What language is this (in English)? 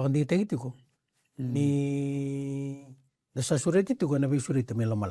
Fijian